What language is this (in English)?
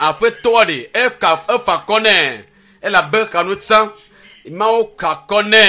Ewe